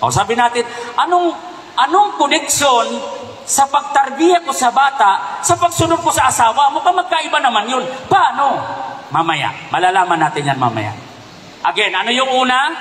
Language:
Maranao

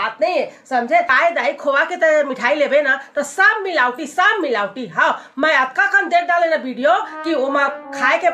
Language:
Chhattisgarhi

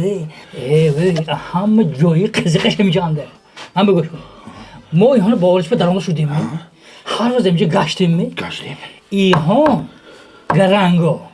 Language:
Tajik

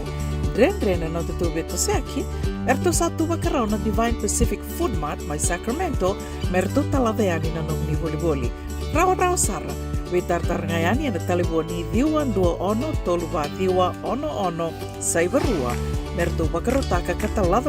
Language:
Fijian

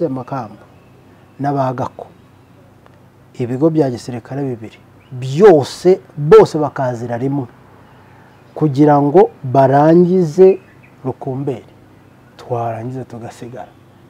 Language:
Kinyarwanda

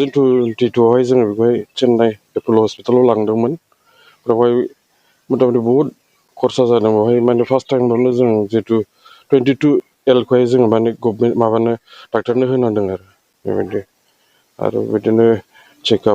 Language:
Bodo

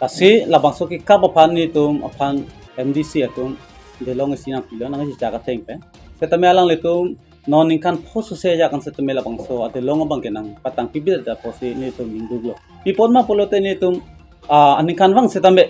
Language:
Karbi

